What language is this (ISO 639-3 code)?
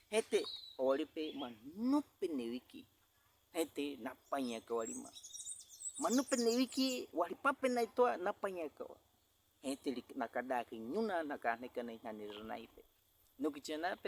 bwi